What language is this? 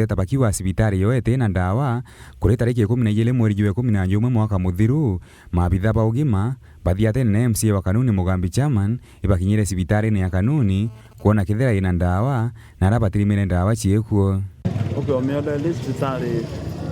Meru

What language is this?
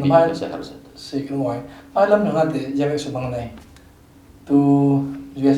Falam Chin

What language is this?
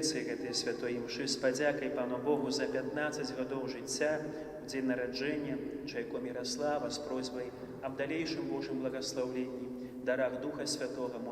Belarusian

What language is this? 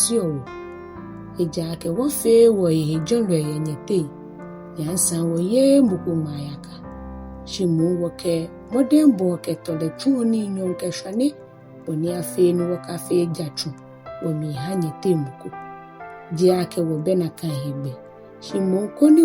Ga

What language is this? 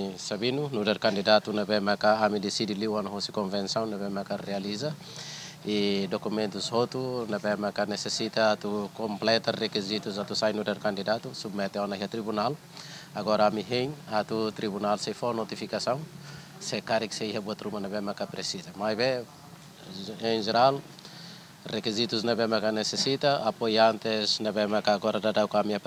Tetum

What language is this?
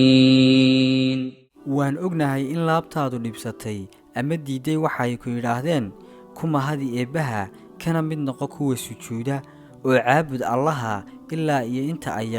Somali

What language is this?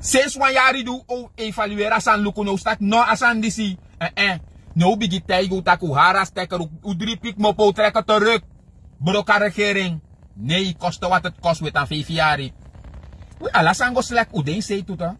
Sranan Tongo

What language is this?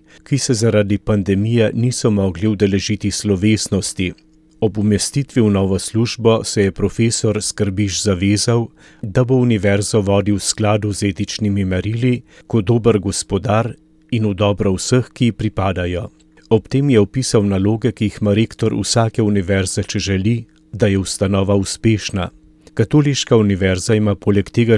Slovenian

